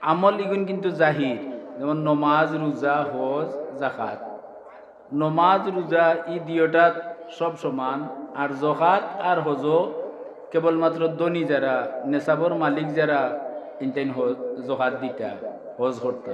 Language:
Sylheti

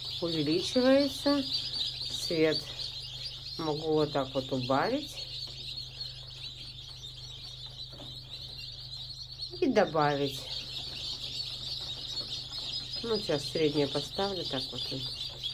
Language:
Russian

